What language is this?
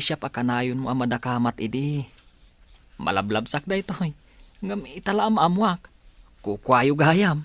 Iloko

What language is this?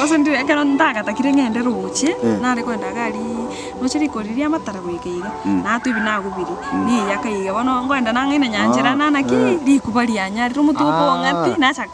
Gusii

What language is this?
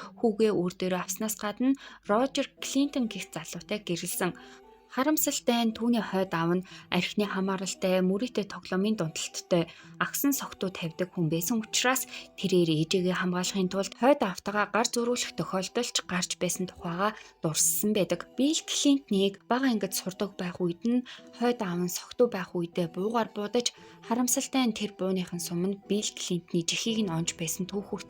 Mongolian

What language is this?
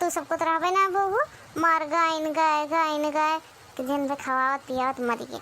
Awadhi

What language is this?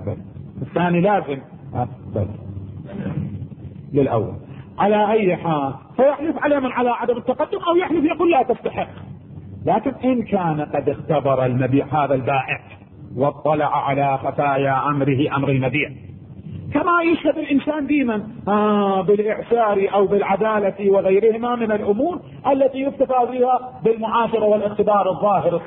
Arabic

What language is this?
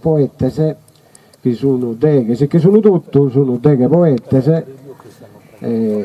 Sardinian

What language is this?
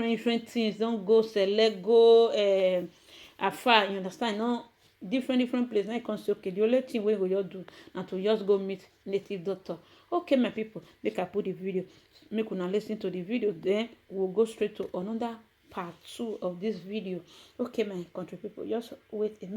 Nigerian Pidgin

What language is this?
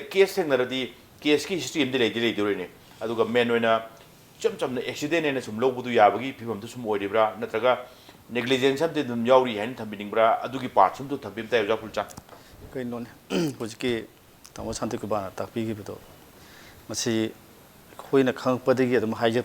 Manipuri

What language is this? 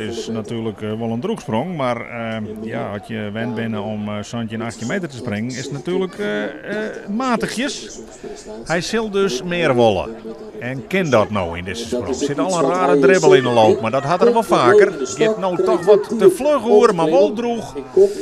Western Frisian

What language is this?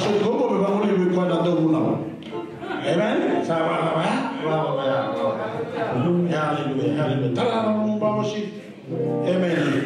Fijian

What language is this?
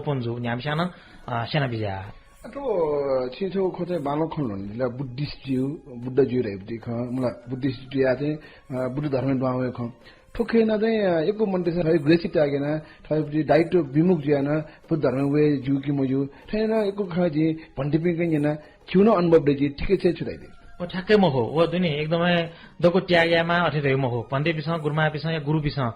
Newari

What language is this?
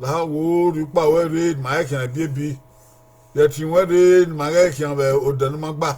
Bini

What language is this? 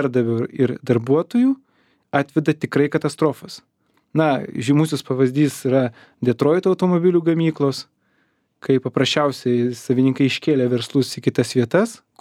Lithuanian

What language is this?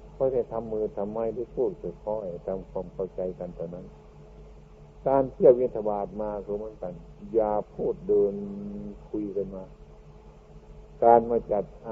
Thai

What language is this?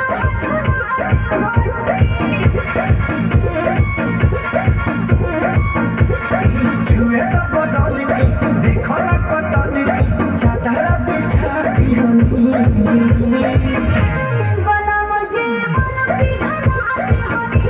Bhojpuri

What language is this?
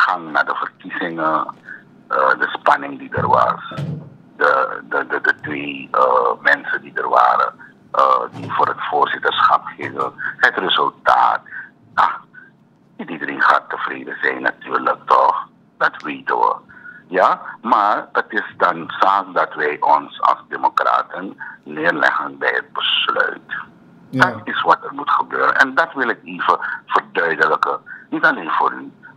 Dutch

